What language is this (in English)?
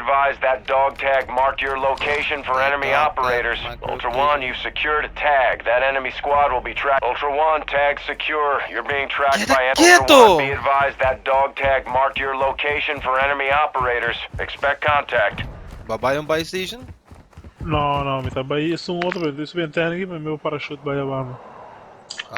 Papiamento